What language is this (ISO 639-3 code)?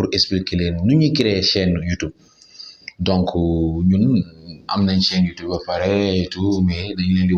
wol